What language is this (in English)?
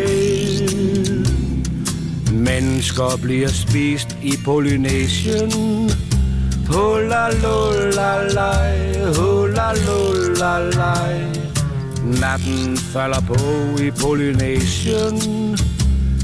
Danish